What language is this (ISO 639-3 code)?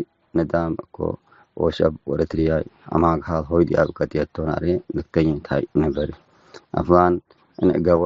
tig